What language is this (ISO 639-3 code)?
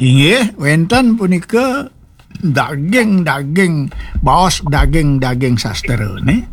ban